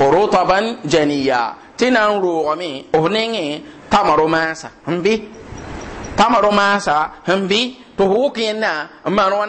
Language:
Mossi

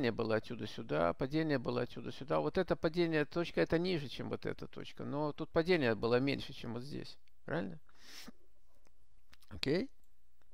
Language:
Russian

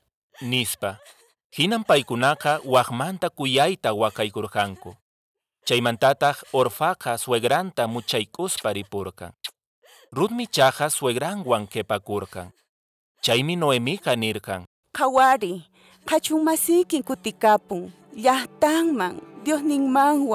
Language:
Quechua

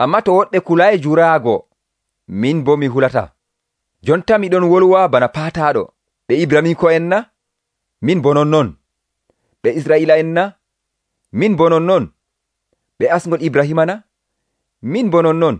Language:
Nigerian Fulfulde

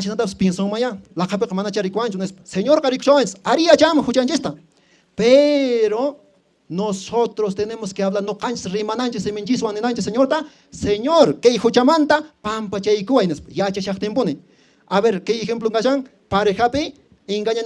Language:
Quechua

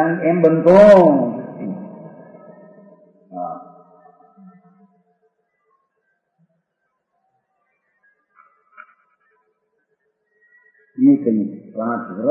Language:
Gujarati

